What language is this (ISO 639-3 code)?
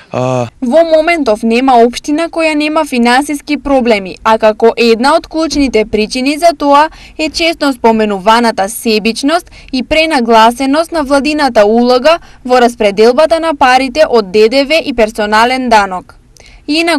mkd